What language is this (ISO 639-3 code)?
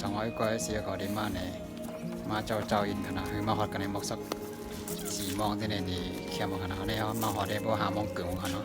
shn